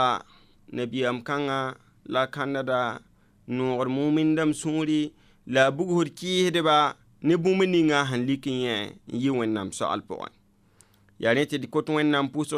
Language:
Mossi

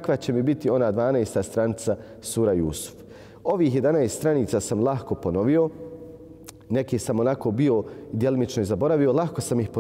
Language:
Bosnian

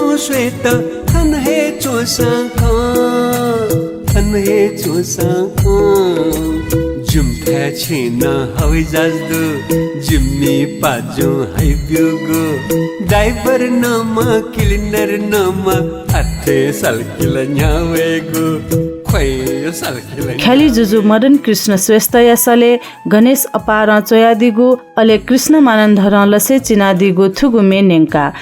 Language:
Newari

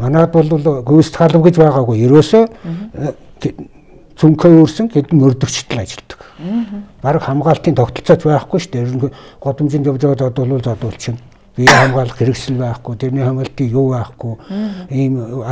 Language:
Mongolian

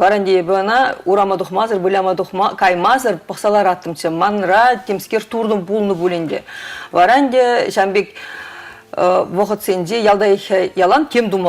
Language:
Chuvash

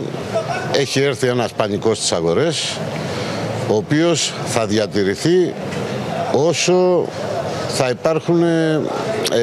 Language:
Greek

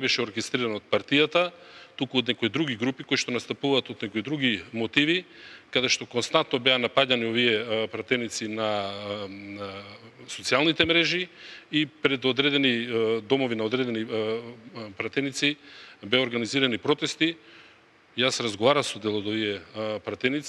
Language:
Macedonian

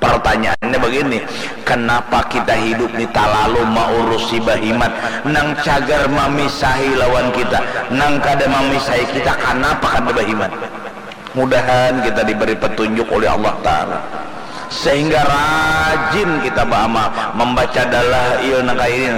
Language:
Banjar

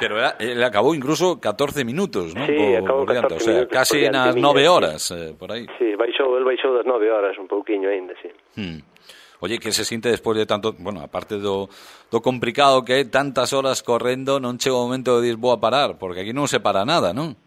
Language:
Galician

